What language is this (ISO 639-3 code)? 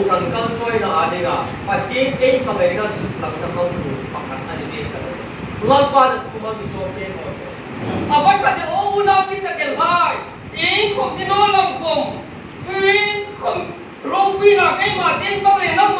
hmr